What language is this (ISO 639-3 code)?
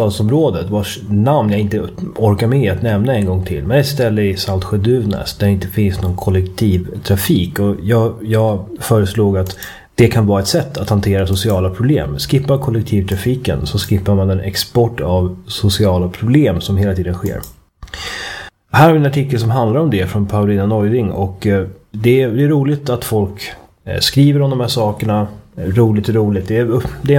swe